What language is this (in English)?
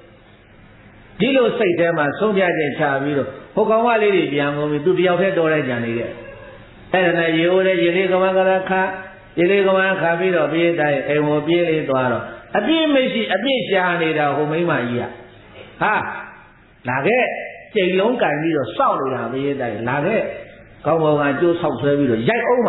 Burmese